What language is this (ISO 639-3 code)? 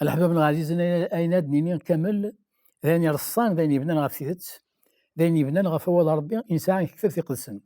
kab